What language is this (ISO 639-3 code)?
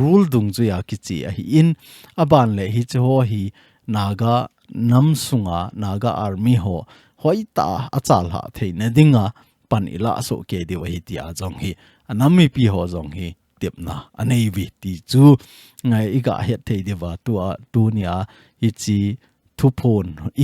tcz